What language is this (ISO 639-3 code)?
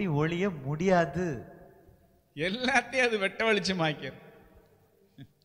tam